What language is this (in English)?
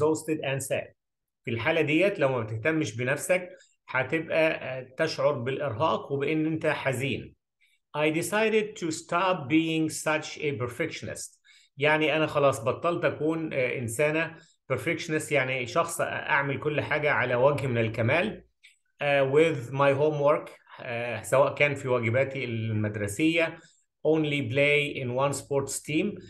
Egyptian Arabic